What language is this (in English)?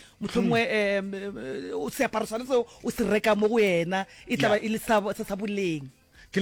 Northern Sotho